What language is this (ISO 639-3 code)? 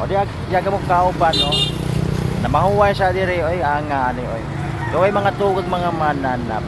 ceb